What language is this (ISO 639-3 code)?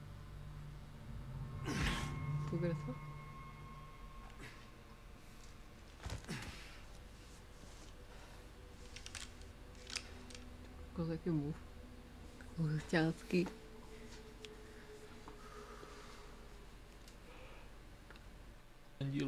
ces